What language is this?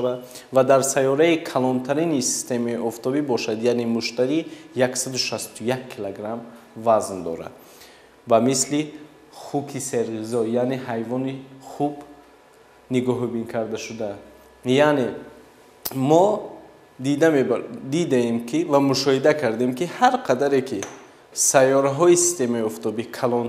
Tajik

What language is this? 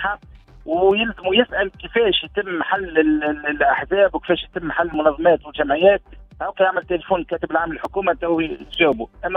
Tunisian Arabic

